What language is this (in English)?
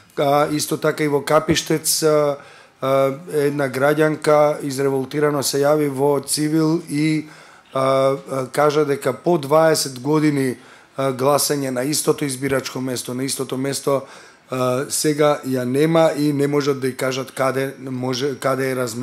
Macedonian